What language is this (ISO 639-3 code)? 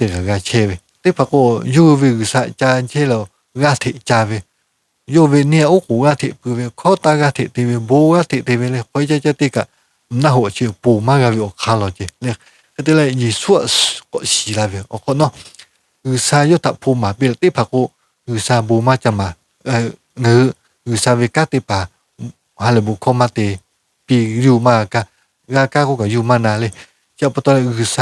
lhu